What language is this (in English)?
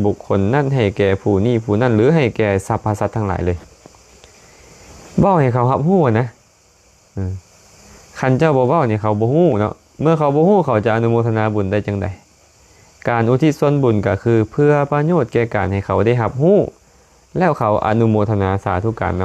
Lao